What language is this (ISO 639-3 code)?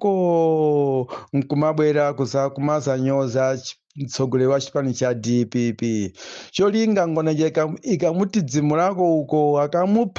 nya